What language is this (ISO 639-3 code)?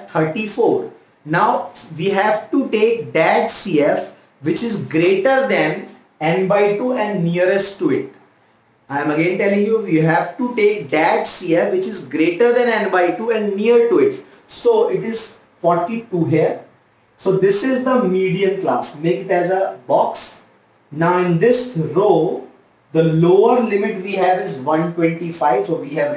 eng